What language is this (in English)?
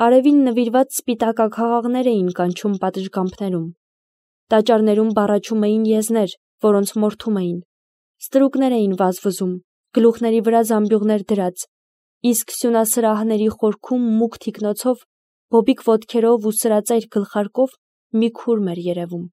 Armenian